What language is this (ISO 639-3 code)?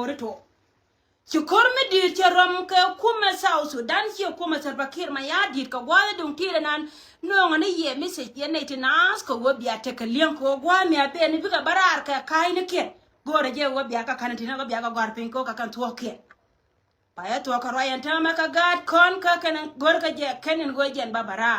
nus